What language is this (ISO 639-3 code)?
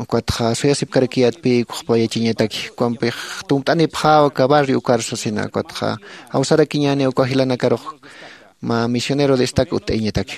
aym